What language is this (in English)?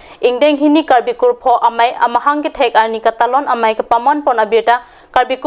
Karbi